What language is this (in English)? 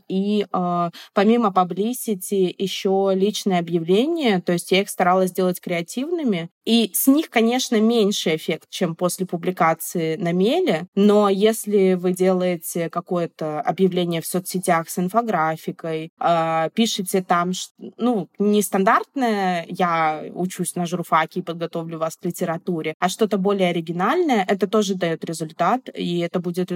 Russian